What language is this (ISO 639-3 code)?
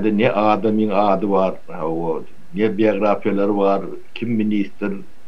tuk